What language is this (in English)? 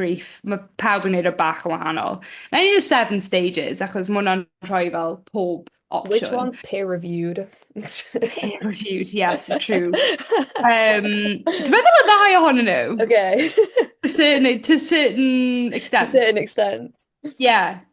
Welsh